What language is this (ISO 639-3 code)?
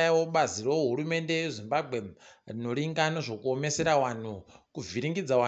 ndc